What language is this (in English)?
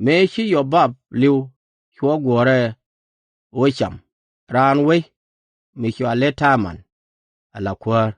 Nuer